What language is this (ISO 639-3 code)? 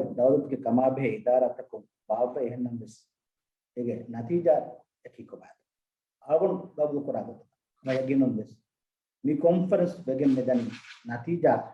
div